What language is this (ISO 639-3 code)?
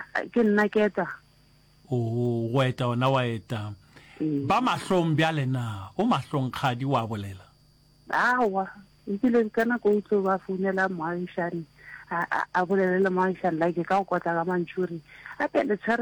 nso